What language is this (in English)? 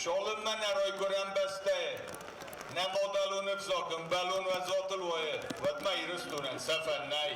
Ossetic